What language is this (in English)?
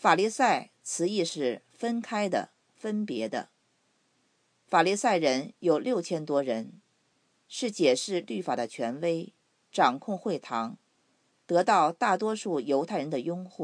Chinese